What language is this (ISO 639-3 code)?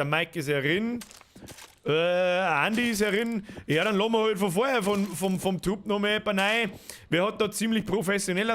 bar